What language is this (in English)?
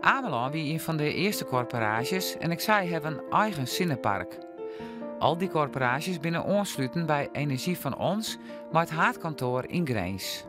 Western Frisian